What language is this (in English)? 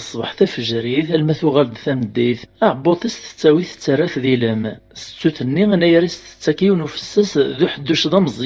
Kabyle